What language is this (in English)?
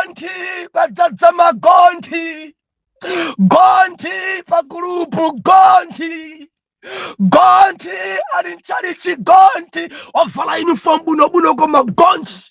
Nyanja